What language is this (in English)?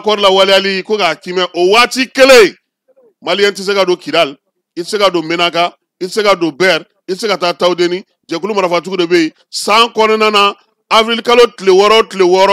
Bambara